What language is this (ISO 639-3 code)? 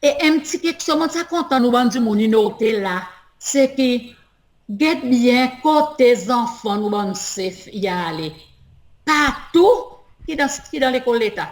crs